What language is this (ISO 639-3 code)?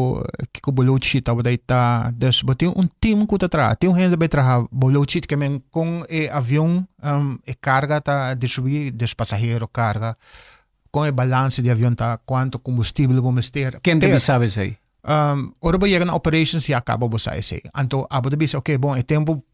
pap